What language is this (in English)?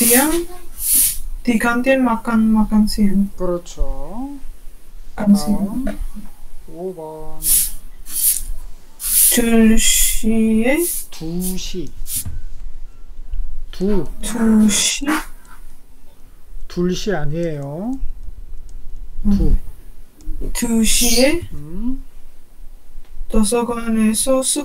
Korean